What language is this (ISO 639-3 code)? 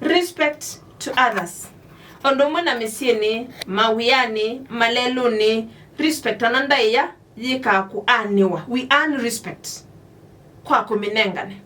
kam